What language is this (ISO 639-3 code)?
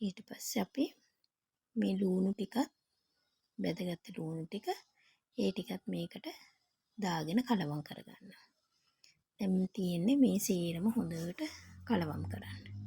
sin